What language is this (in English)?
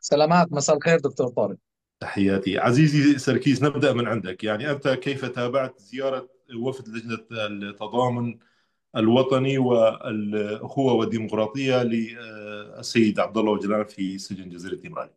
North Levantine Arabic